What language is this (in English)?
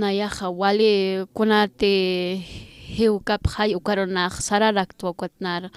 Aymara